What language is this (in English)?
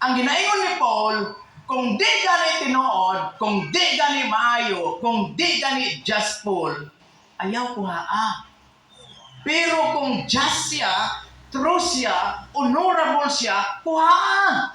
Cebuano